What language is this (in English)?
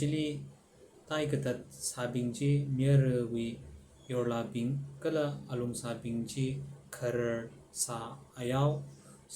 Tangkhul Naga (India)